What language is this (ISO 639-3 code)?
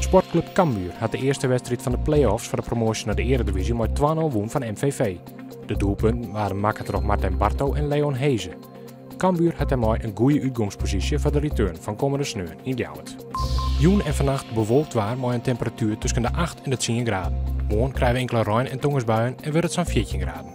fry